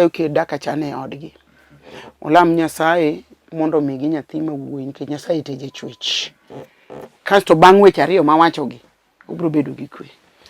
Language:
Luo (Kenya and Tanzania)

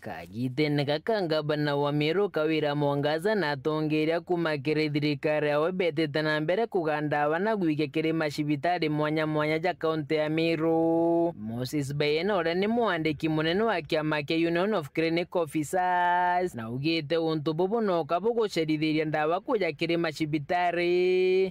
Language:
Meru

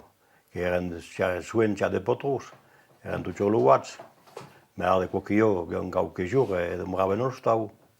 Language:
Occitan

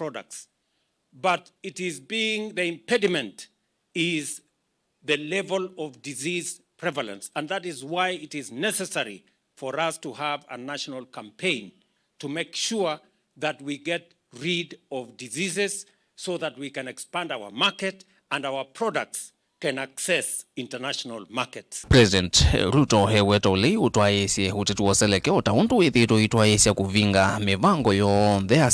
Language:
Kamba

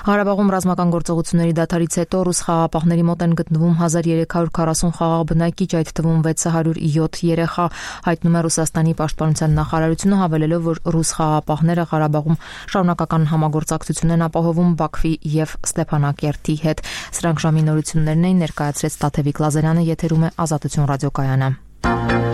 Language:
Armenian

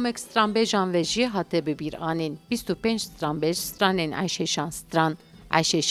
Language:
Kurdish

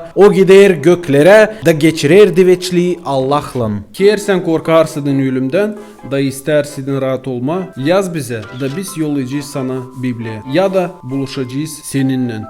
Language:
Gagauz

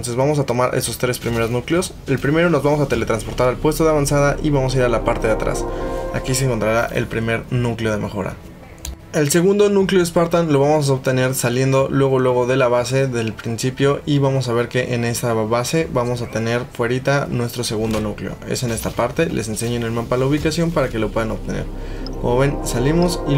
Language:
Spanish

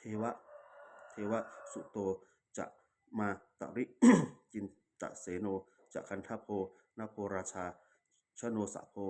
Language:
Pali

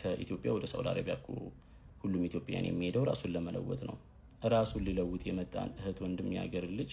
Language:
Amharic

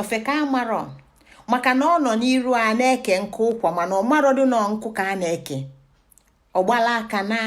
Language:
Igbo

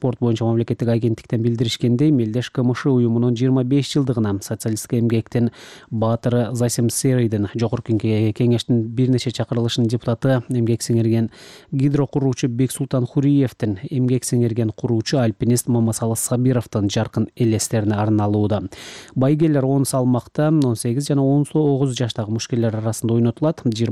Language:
Kyrgyz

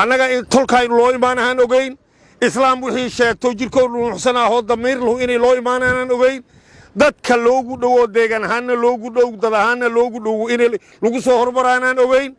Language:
Somali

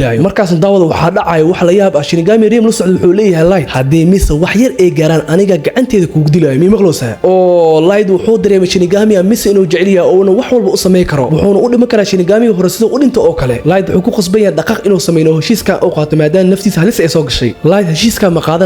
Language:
Somali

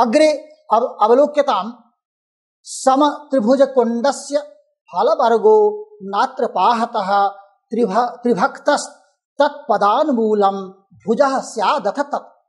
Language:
Sanskrit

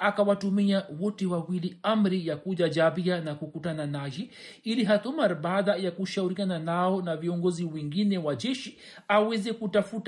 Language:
Swahili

